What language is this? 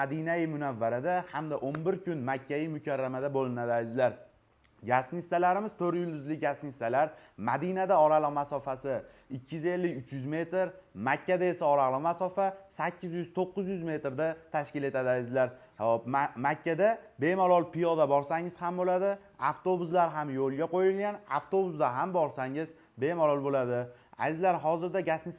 Uzbek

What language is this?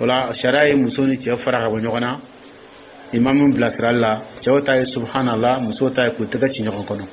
Dyula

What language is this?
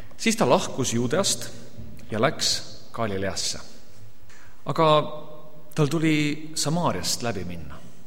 Estonian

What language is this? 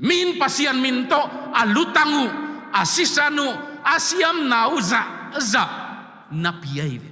Tedim Chin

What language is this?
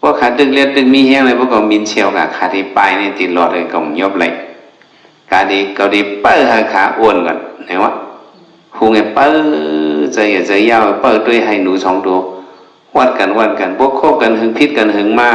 Shan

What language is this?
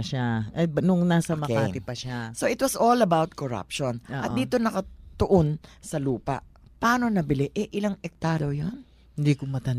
Filipino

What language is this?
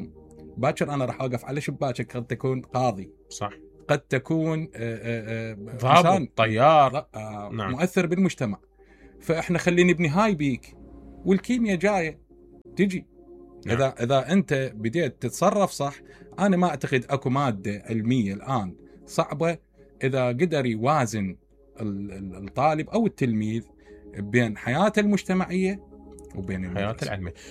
Mesopotamian Arabic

